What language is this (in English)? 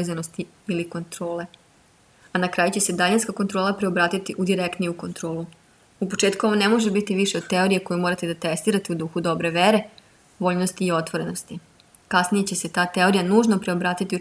Serbian